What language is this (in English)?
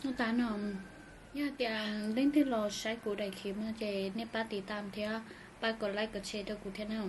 Hmong